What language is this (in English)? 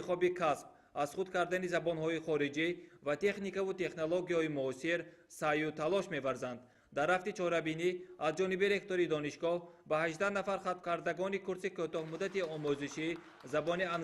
Tajik